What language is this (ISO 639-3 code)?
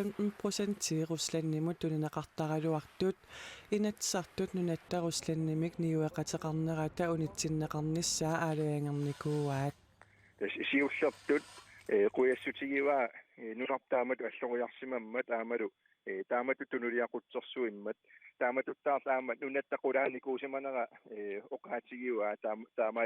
kal